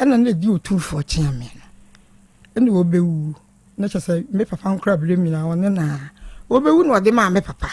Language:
Akan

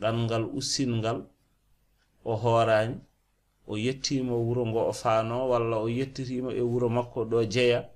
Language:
Fula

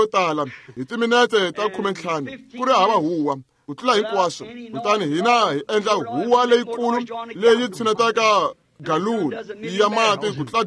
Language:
Tsonga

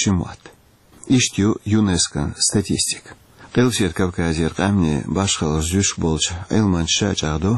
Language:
Chechen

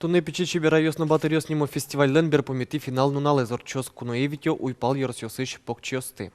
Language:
Udmurt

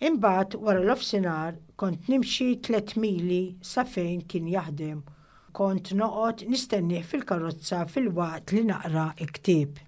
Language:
Maltese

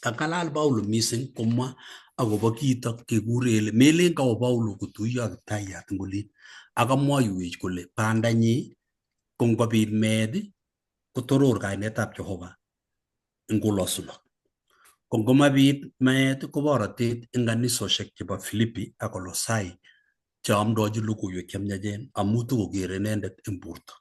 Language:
Kalenjin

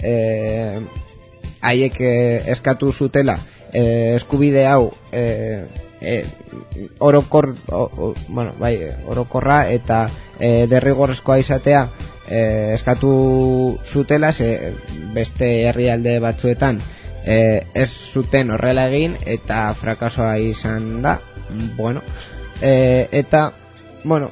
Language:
Basque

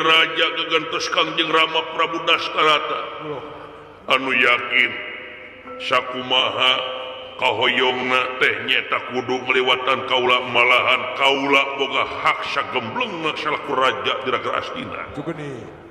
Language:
Sundanese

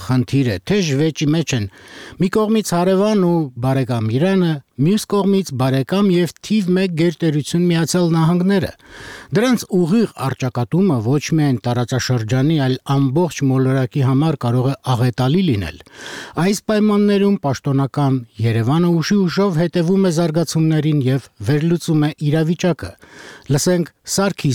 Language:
Armenian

